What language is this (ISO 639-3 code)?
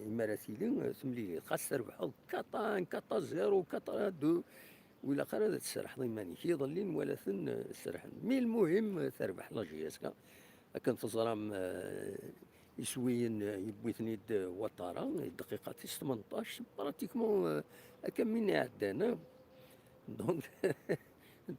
kab